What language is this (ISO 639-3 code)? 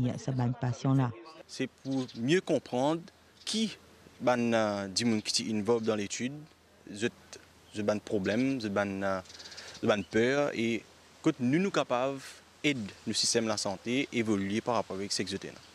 mfe